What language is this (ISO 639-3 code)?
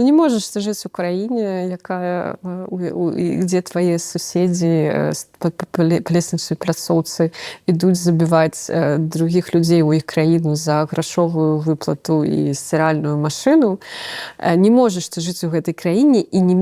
bel